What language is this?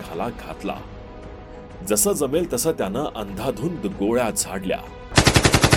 Marathi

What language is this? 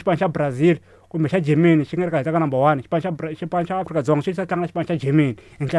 Tsonga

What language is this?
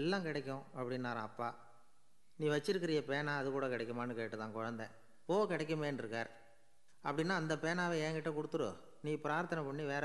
Tamil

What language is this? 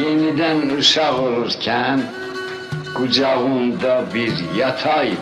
South Azerbaijani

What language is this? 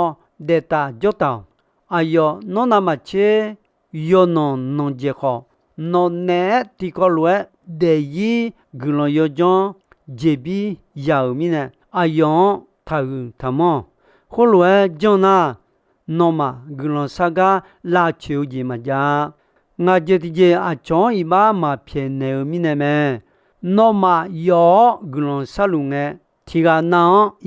Akha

